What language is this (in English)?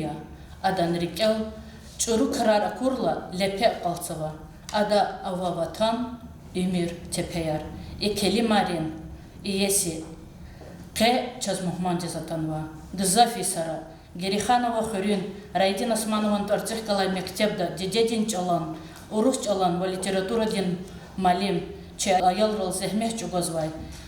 Lezghian